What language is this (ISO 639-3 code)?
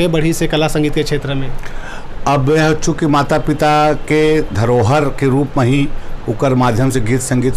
hne